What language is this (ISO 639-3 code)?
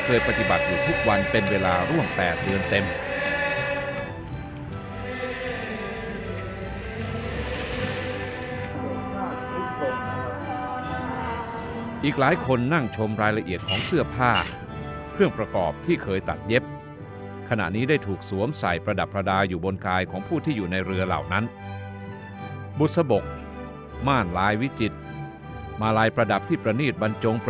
tha